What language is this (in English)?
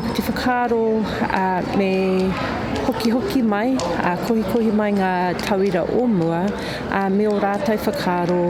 Māori